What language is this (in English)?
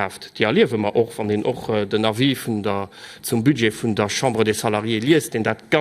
Luxembourgish